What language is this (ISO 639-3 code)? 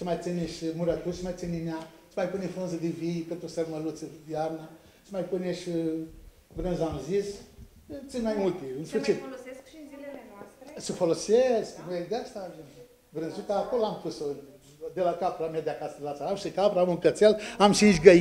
ron